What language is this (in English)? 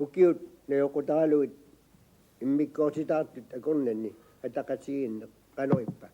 Kalaallisut